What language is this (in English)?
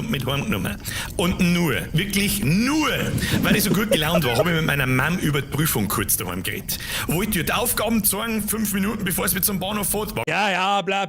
Bavarian